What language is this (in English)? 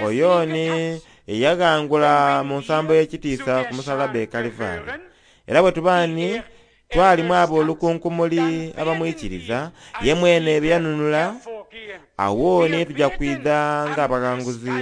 Soga